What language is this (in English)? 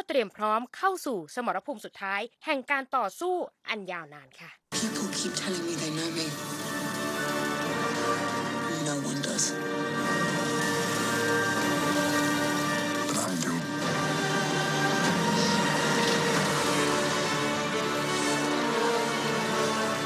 Thai